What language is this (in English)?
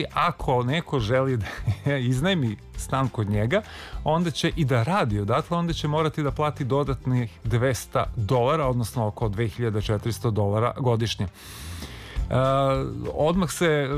Serbian